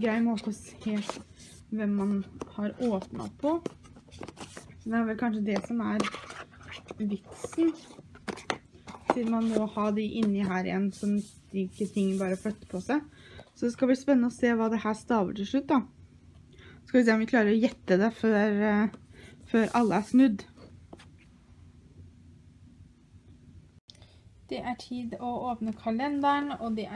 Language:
Norwegian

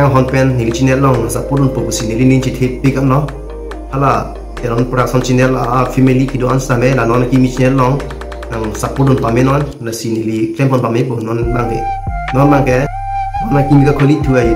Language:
Karbi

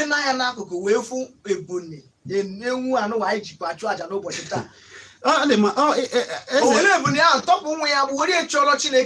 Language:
Igbo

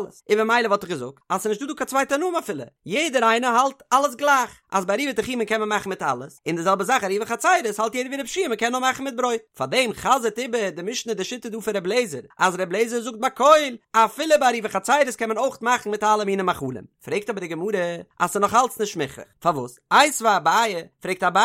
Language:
Yiddish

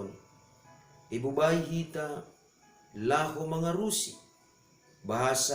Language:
Batak Simalungun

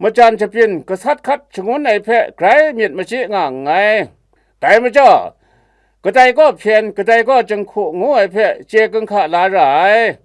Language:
Kachin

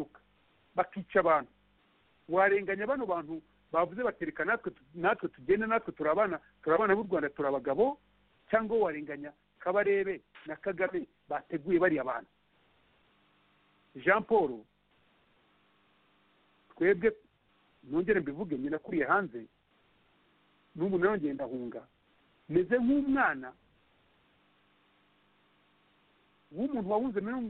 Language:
Kinyarwanda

